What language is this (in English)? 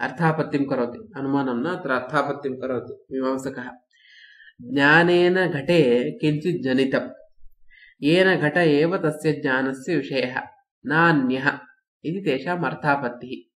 Sanskrit